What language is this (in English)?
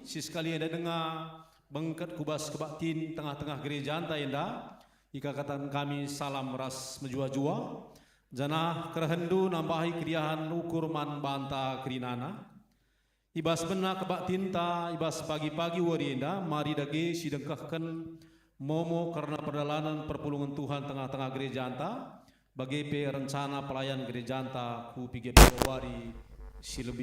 Batak Karo